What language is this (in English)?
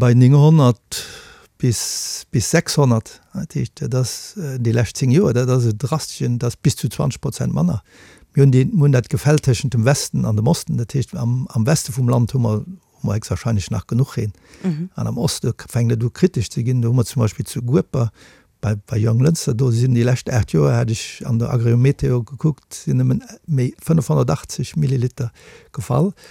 Luxembourgish